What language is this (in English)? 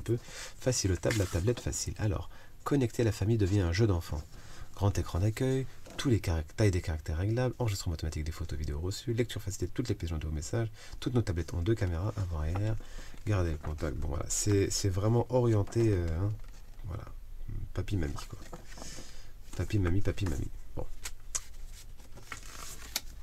French